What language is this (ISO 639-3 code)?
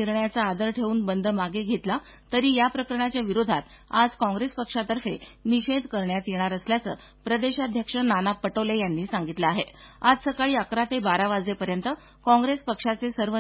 mar